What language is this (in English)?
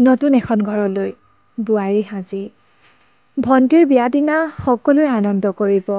Assamese